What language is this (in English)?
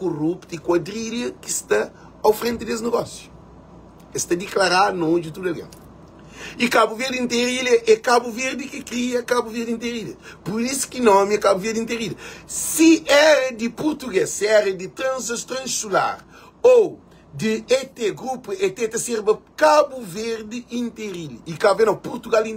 Kabuverdianu